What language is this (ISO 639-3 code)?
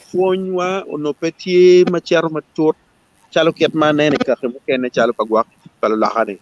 ach